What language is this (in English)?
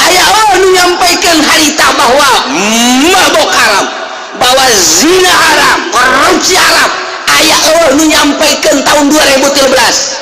Sundanese